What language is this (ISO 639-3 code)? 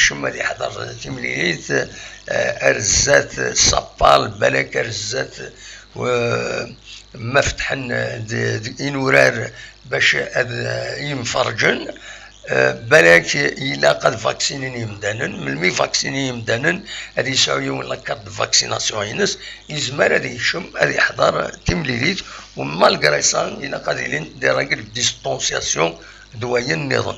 kab